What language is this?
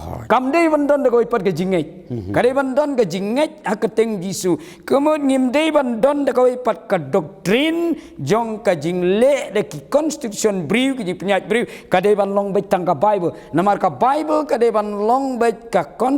Khasi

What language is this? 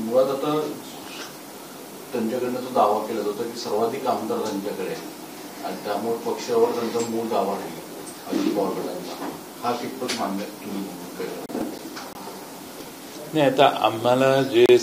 Marathi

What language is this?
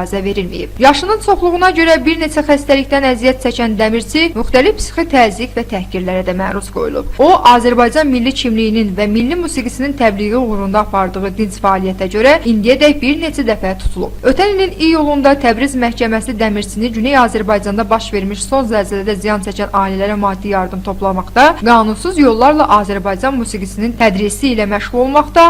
South Azerbaijani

